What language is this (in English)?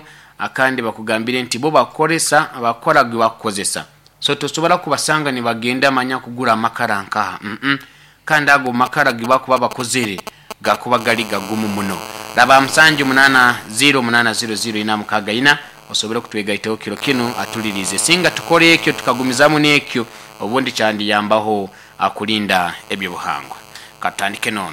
Nyoro